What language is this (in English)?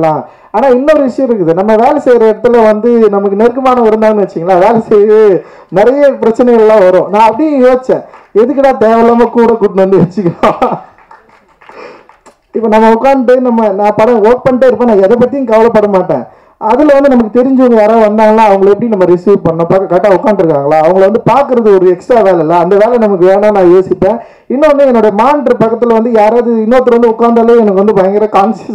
Tamil